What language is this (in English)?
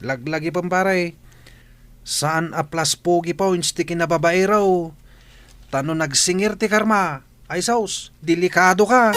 Iloko